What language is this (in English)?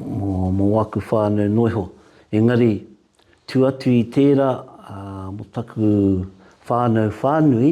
Māori